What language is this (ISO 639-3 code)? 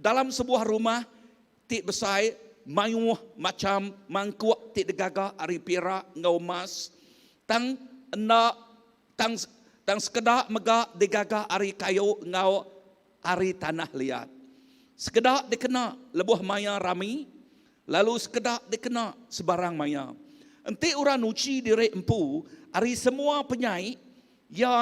iba